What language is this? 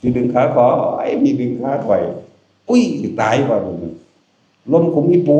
Northeastern Thai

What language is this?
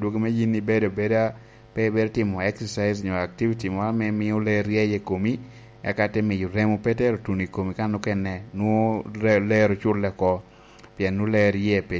Lango (Uganda)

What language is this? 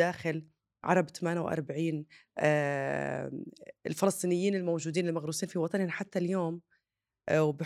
North Levantine Arabic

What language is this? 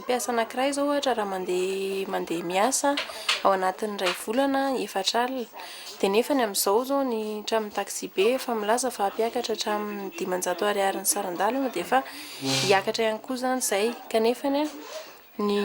Malagasy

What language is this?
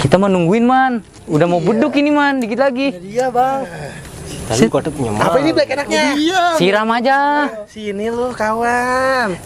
Betawi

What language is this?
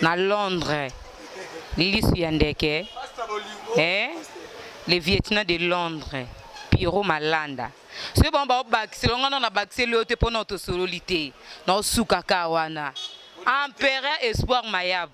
Lingala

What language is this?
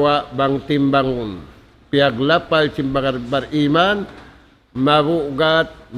Tausug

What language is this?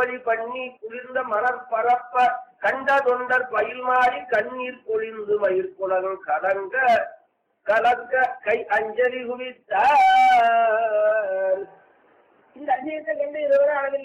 Tamil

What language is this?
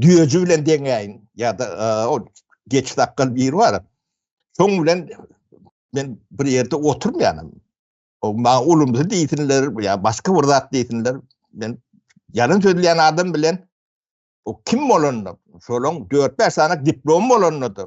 Turkmen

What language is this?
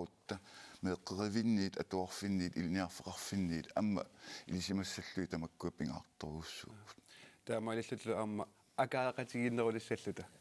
Kalaallisut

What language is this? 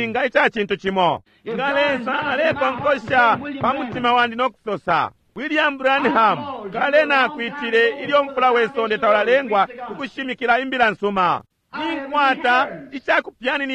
Bemba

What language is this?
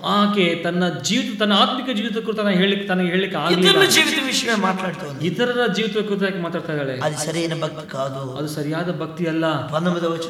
Kannada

